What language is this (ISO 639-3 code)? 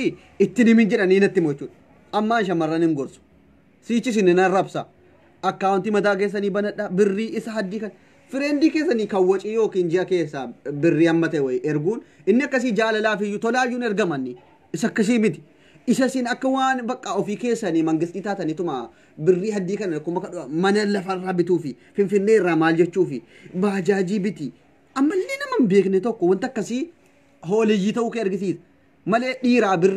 orm